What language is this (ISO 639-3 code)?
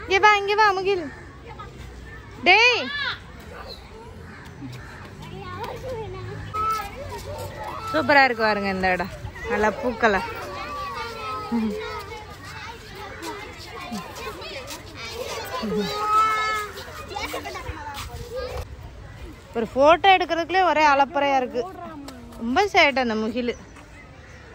tam